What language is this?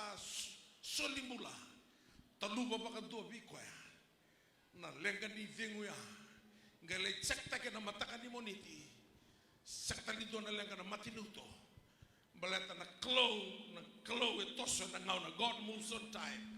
Fijian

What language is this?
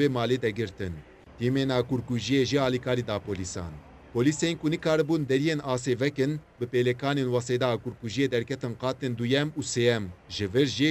Kurdish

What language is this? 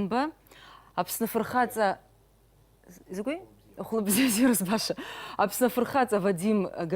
Abkhazian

